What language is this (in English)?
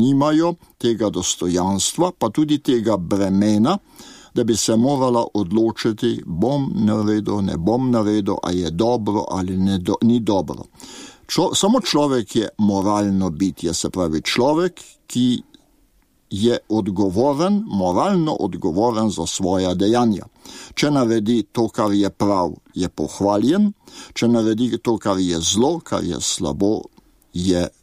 Slovenian